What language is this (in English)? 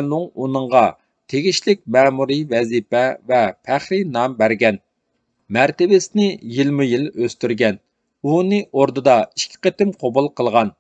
Uyghur